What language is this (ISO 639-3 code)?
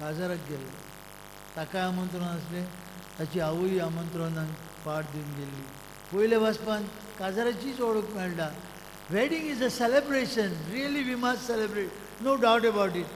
kok